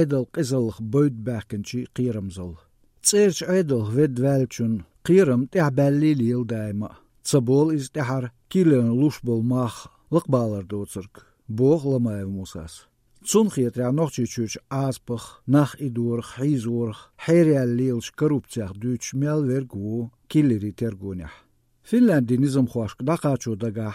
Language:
Chechen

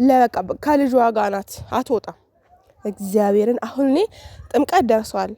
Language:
Amharic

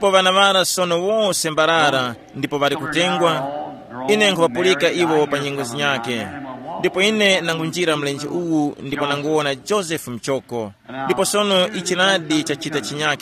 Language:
Tumbuka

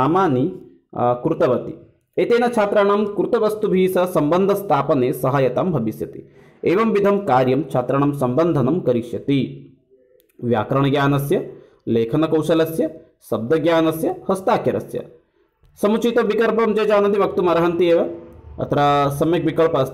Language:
Sanskrit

